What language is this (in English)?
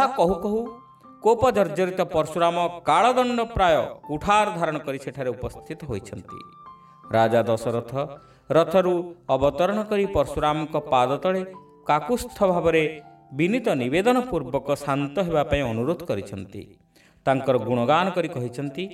Odia